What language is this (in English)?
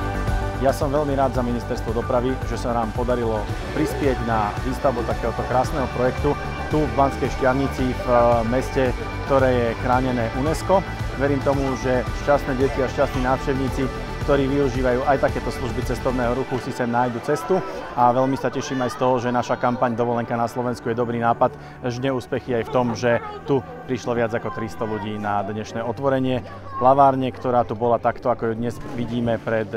Slovak